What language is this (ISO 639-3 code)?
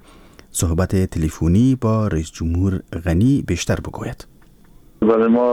fas